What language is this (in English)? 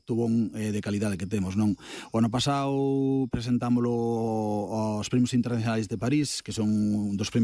Galician